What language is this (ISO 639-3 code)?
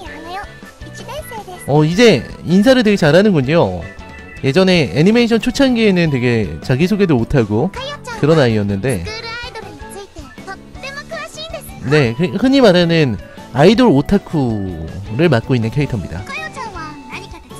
kor